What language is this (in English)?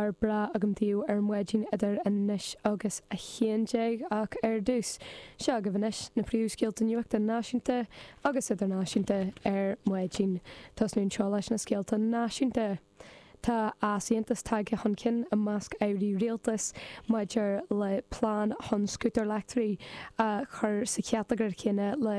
Irish